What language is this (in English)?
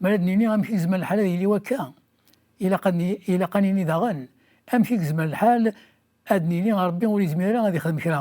Kabyle